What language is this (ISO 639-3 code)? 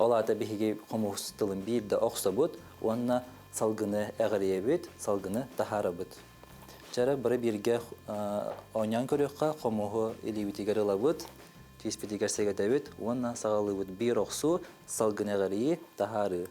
sah